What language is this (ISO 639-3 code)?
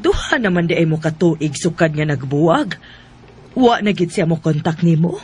ceb